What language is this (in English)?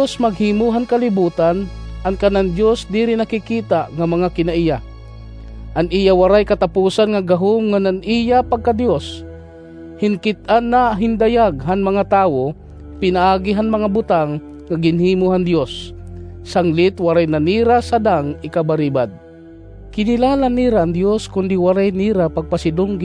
Waray